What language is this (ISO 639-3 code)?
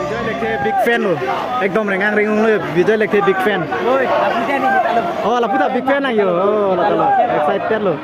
mjw